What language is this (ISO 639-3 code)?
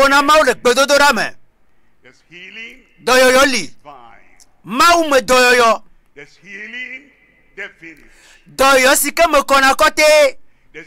ewe